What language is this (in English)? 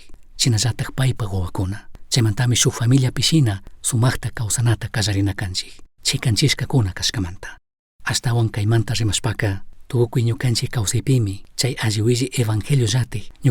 Chimborazo Highland Quichua